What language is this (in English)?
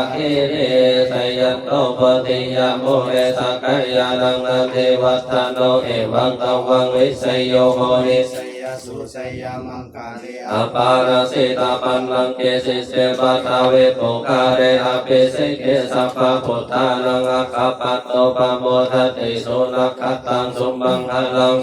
Northeastern Thai